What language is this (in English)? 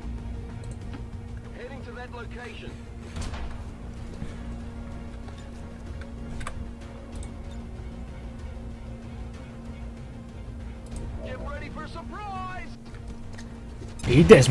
Dutch